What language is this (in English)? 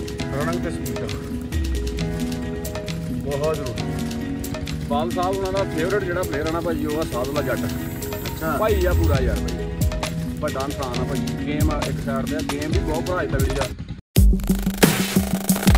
Punjabi